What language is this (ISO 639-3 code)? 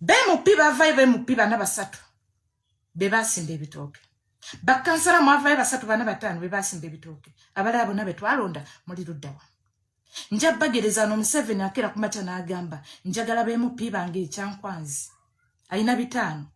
lug